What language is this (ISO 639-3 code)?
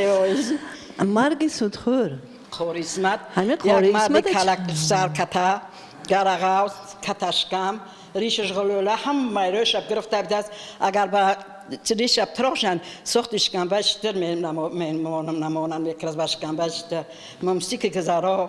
tgk